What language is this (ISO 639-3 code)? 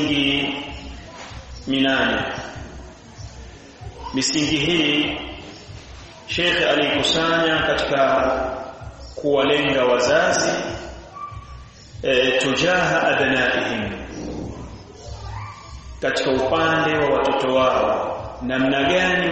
swa